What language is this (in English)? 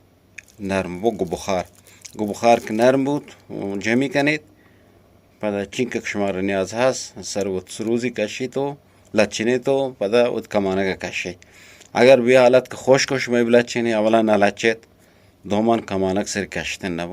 Eastern Balochi